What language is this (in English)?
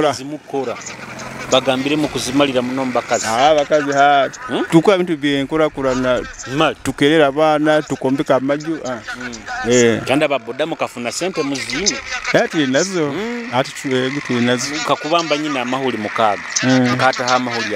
Nyoro